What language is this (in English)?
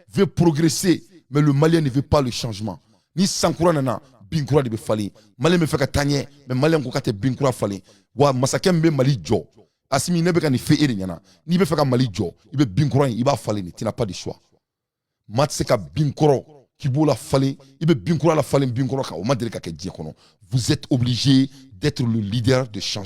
Bambara